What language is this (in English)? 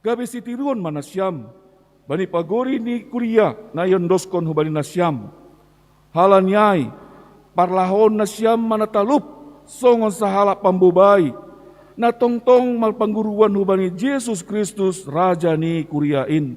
Batak Simalungun